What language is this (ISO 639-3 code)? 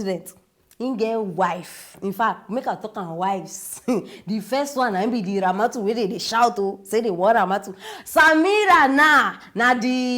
pcm